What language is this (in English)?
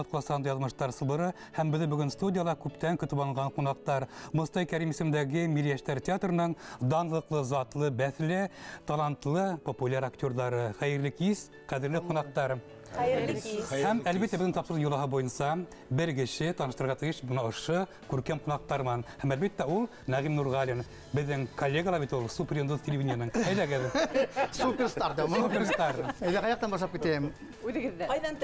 Bashkir